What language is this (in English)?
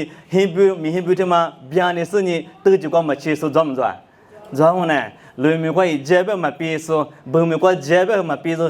Lisu